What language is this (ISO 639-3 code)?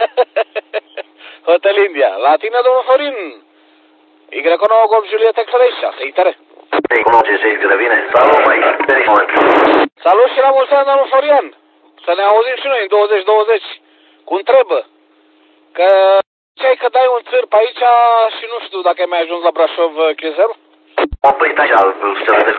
ron